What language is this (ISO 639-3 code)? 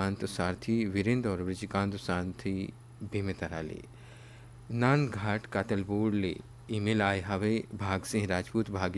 hne